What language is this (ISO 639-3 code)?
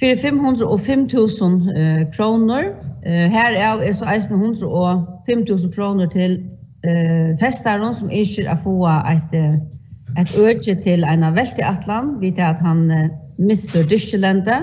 fao